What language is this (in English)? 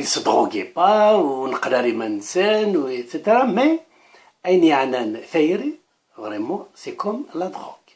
Kabyle